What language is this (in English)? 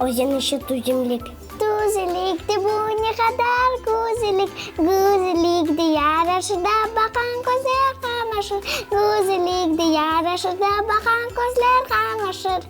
Crimean Tatar